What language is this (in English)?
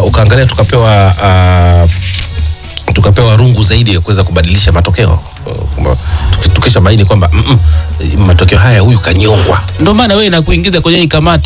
Swahili